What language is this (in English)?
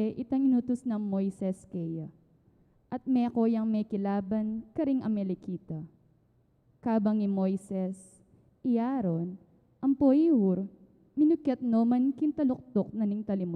Pampanga